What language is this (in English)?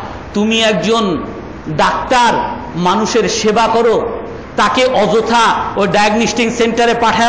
Bangla